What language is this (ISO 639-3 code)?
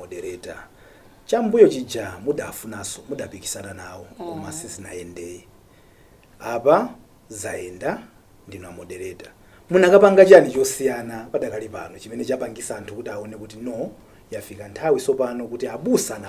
nya